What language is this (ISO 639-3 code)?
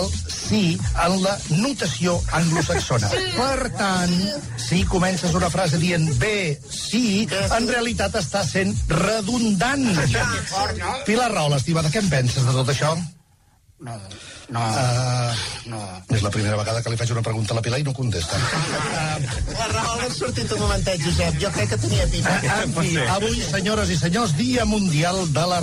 cat